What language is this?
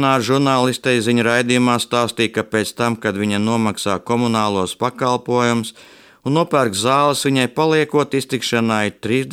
Latvian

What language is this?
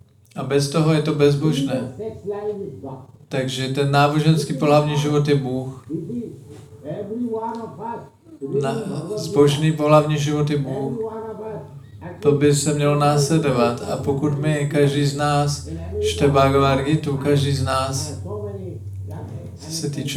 Czech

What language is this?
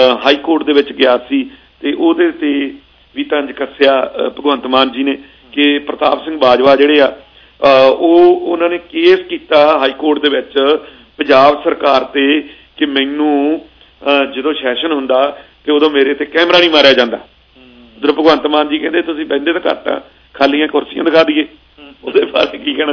Punjabi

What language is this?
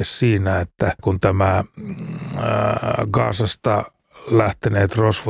Finnish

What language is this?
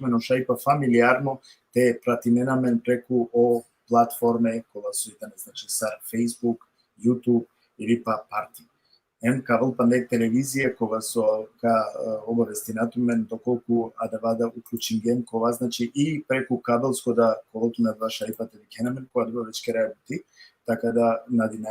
Balkan Romani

